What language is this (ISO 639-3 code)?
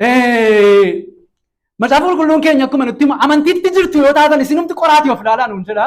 orm